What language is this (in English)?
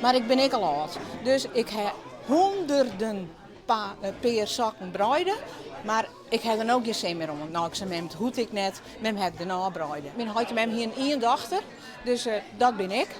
Western Frisian